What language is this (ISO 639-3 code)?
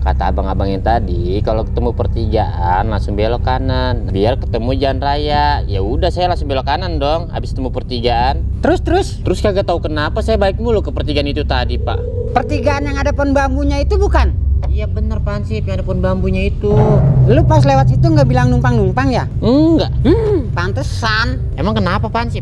bew